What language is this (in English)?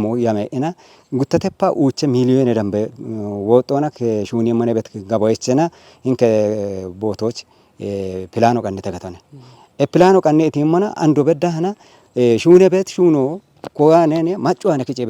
Kafa